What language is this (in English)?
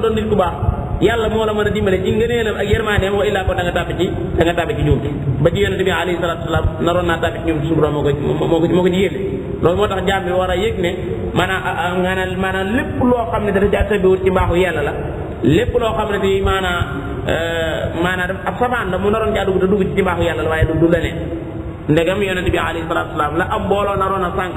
Wolof